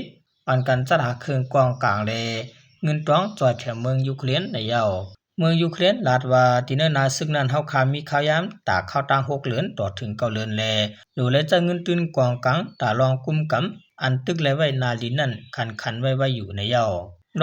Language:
Shan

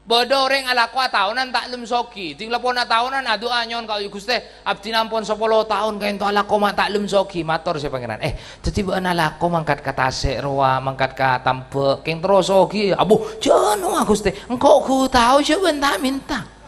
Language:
Madurese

